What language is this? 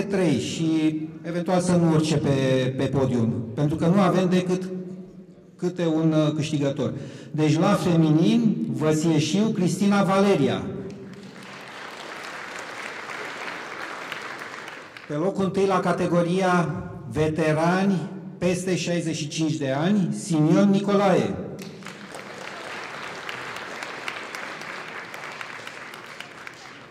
Romanian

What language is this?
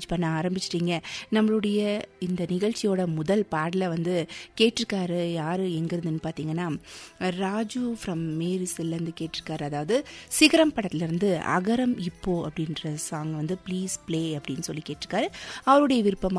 Tamil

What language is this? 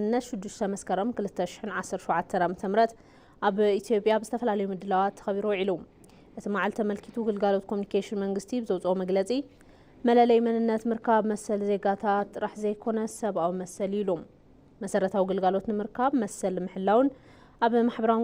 Tigrinya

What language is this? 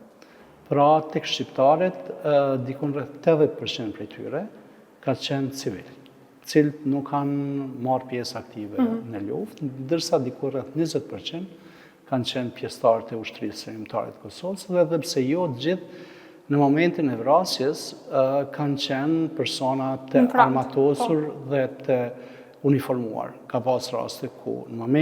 Albanian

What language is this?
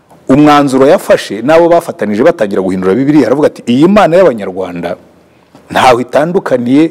Kinyarwanda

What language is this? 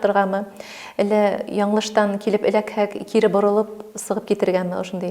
Bashkir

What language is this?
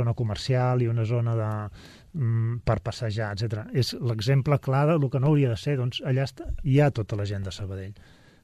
Catalan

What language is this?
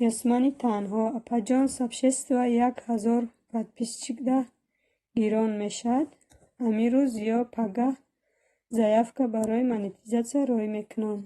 Tajik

